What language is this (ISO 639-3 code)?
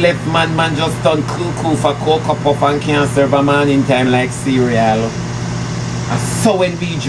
jam